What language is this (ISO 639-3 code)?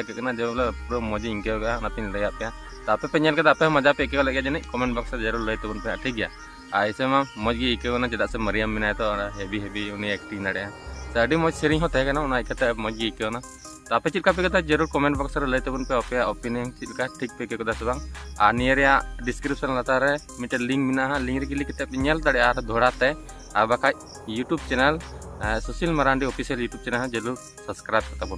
sat